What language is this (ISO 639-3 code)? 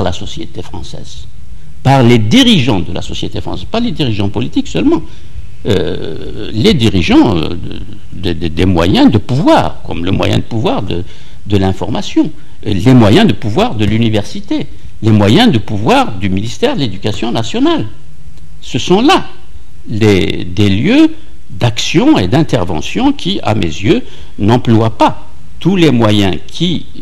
fra